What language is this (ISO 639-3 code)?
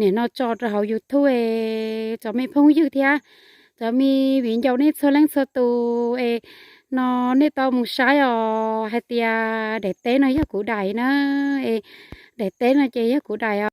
hmn